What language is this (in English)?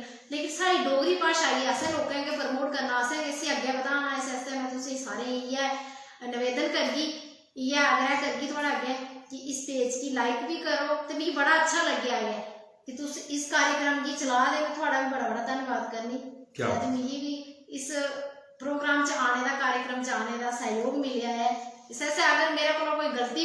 Dogri